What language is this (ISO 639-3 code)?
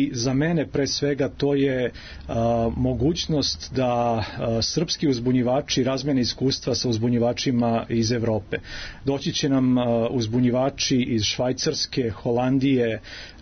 srp